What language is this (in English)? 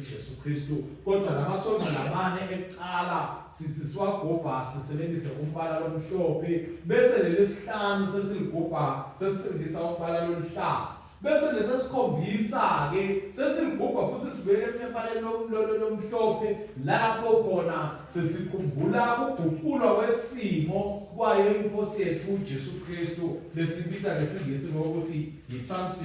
Swati